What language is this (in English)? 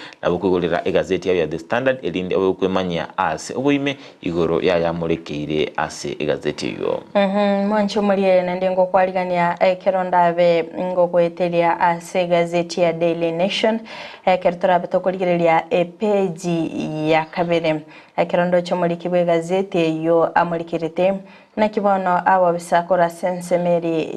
Gusii